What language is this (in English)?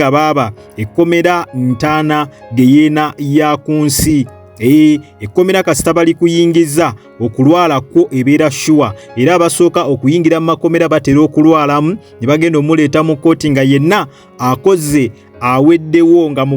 Ganda